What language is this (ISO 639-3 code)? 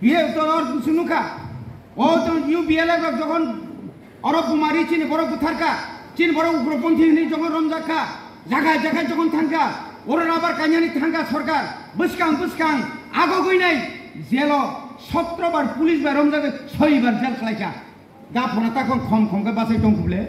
trp